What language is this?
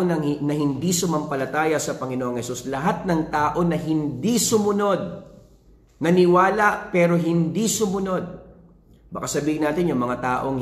Filipino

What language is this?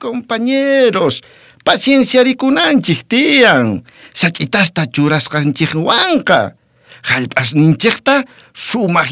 South Bolivian Quechua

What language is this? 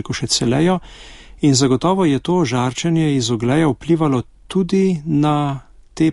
Slovenian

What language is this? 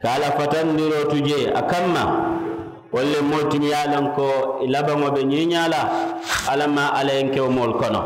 Mandingo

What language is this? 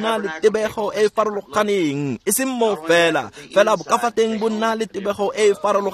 Tswana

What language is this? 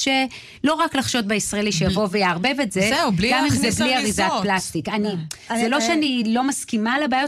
Hebrew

